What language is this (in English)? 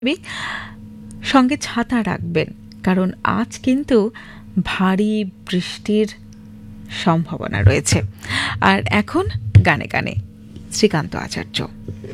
Bangla